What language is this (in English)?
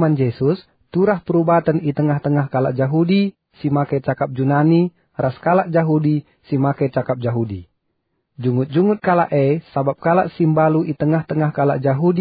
Batak Karo